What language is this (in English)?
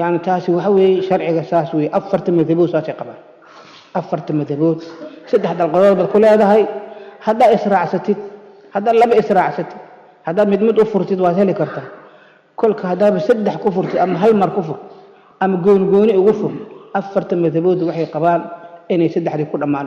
Somali